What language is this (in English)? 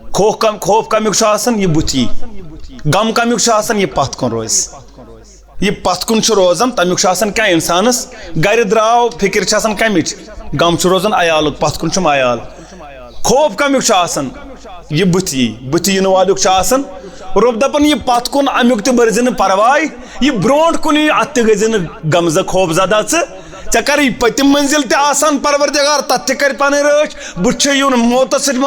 Kashmiri